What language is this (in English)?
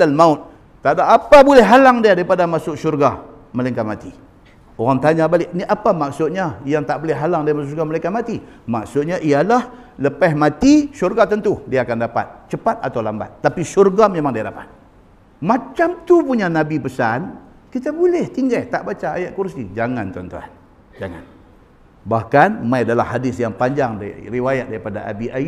Malay